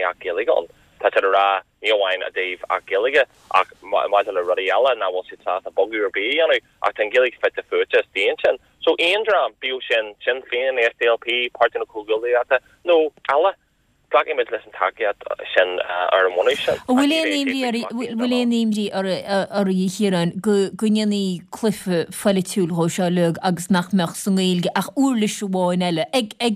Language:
Irish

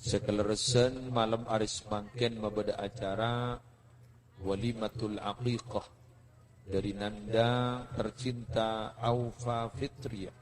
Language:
Madurese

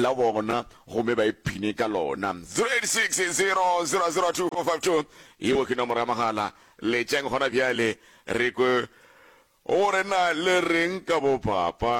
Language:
Northern Sotho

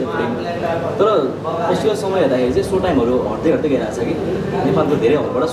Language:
Nepali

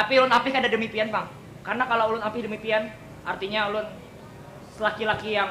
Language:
Banjar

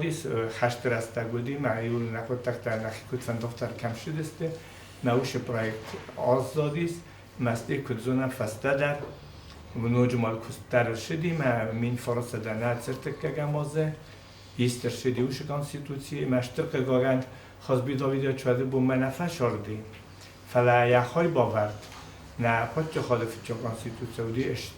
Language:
Ossetic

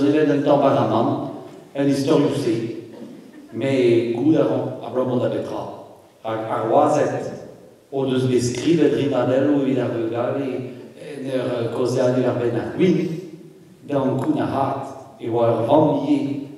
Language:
Breton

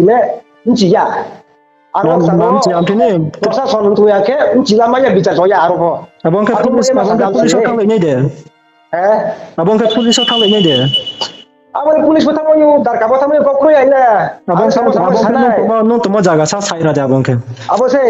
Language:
Riang (India)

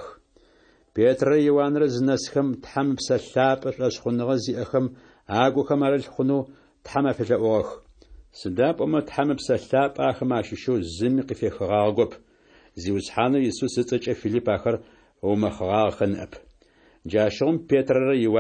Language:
Adyghe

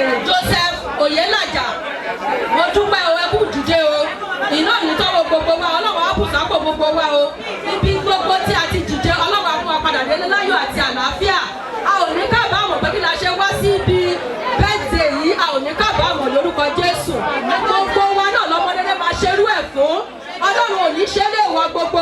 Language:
Yoruba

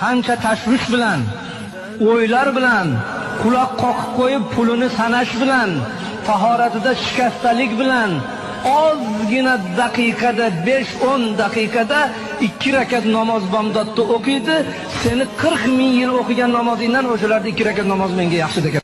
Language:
Uzbek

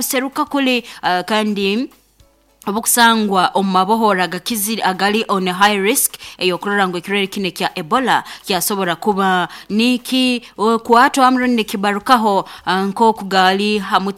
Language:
Nyoro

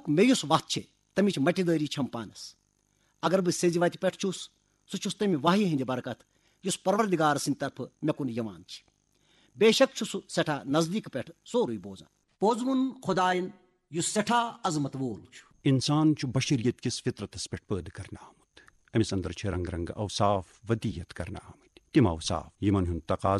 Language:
Kashmiri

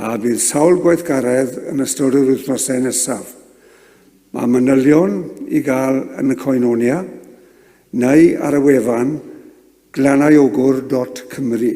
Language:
Welsh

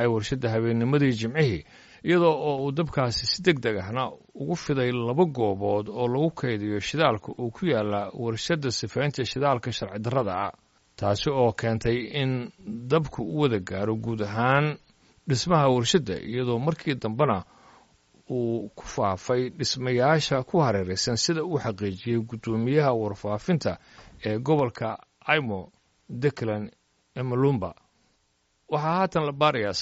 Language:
Somali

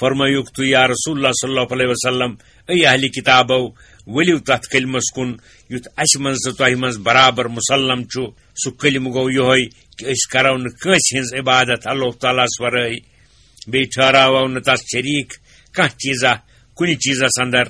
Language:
Kashmiri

